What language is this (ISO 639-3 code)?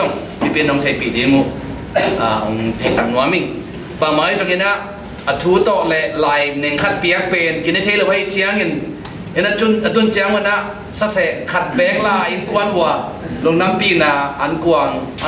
ctd